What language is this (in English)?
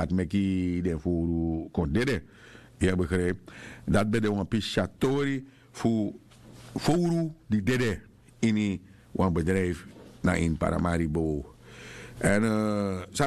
Sranan Tongo